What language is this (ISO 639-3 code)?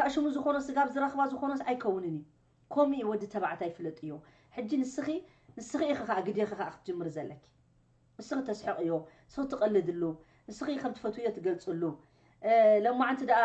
tir